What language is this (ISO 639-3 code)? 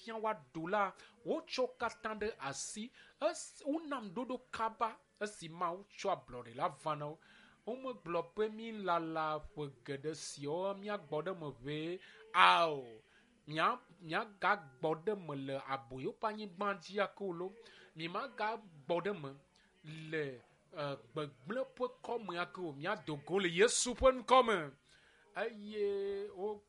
ewe